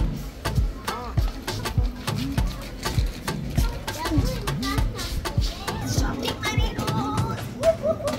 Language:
Swahili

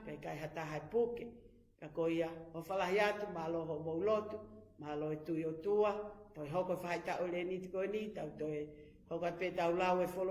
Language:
Tongan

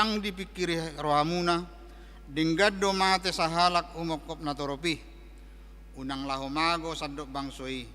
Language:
Batak Toba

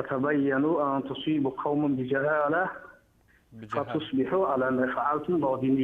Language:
Tajik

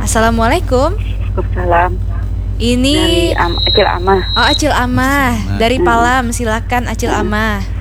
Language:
Banjar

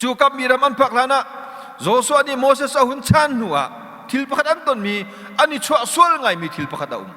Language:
Hakha Chin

